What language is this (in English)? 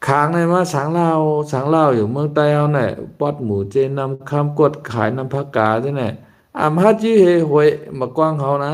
Shan